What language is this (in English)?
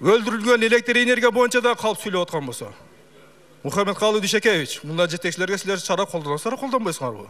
Kyrgyz